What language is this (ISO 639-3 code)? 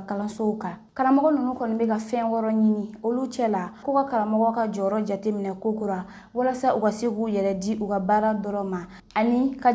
bam